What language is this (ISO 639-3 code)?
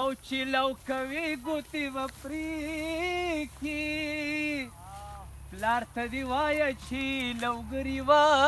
pus